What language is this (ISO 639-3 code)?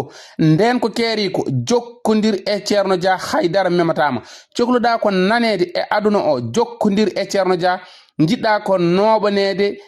ful